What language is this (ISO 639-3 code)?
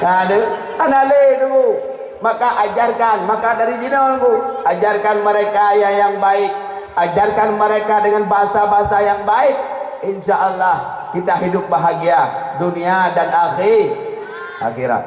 ace